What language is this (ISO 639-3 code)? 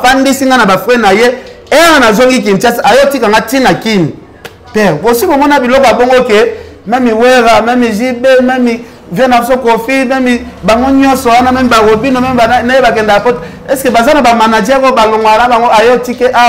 lin